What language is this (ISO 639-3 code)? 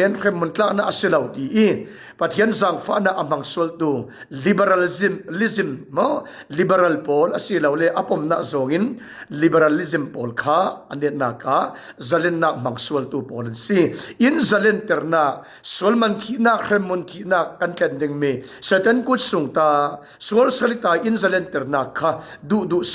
cfm